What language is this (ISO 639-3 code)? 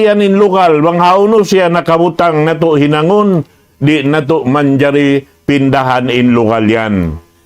tsg